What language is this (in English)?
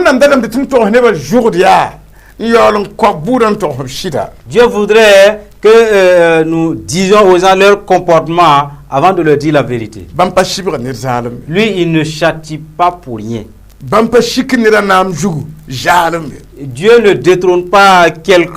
Mossi